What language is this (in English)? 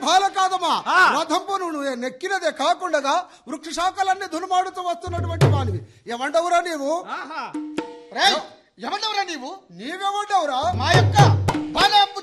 Telugu